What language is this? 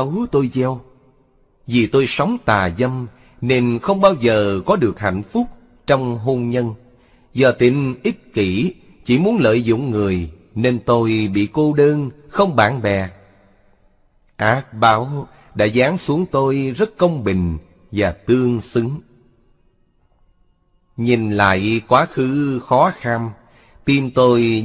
Vietnamese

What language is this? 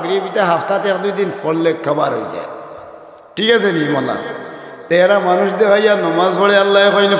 Sylheti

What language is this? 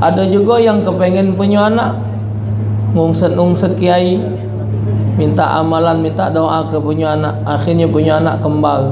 Musi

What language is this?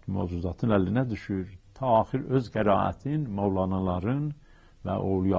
South Azerbaijani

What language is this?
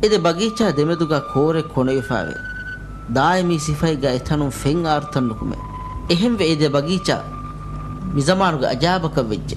Divehi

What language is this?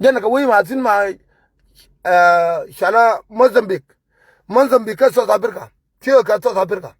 Nuer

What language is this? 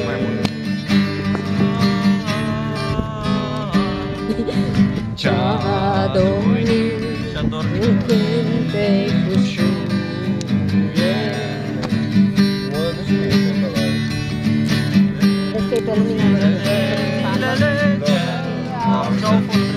Romanian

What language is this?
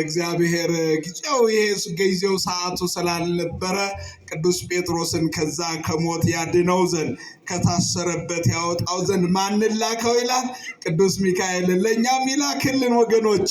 Amharic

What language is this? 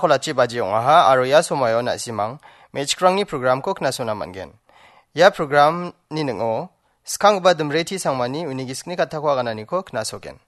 Garo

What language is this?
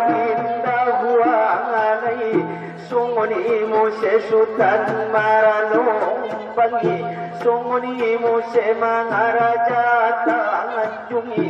Batak Angkola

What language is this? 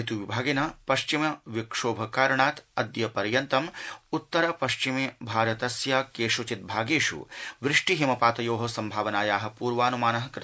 Sanskrit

